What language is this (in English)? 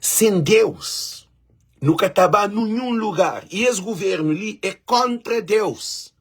Kabuverdianu